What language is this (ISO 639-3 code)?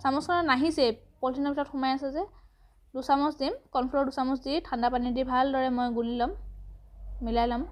asm